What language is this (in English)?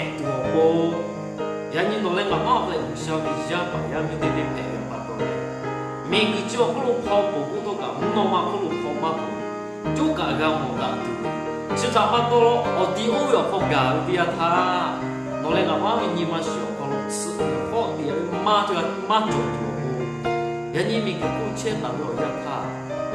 Lahu